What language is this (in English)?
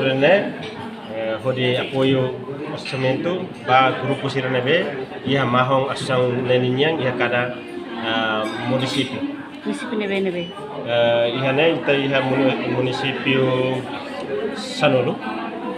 Tetum